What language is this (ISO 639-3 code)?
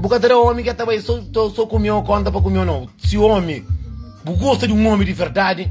kea